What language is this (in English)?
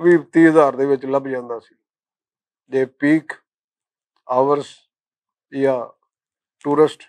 Western Panjabi